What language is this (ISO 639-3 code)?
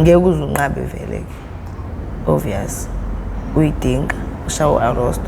zul